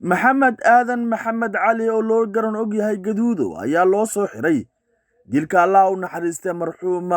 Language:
Somali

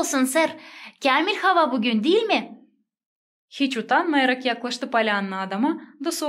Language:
Gagauz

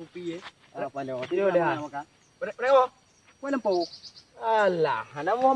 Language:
Achinese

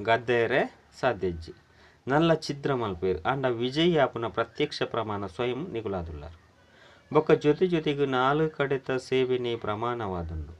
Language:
Tulu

